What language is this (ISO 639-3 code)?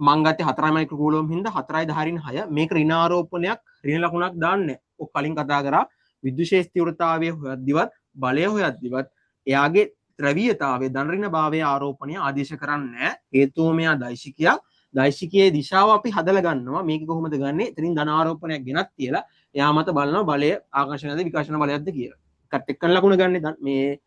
sin